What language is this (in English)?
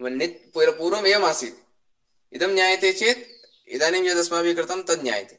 Sanskrit